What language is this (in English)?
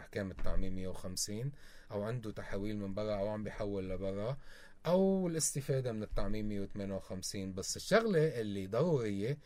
North Levantine Arabic